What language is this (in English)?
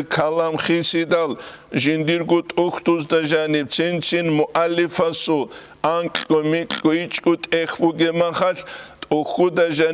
Avaric